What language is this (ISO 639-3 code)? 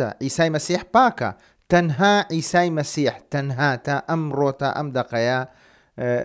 ckb